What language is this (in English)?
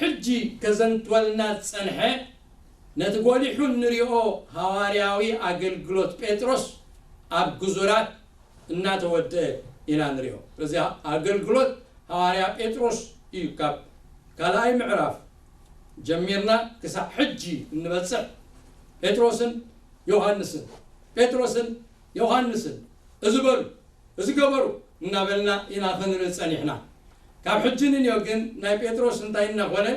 Tigrinya